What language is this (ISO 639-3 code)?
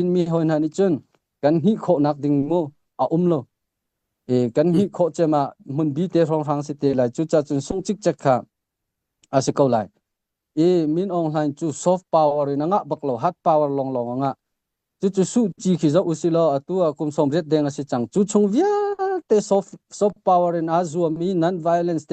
cnh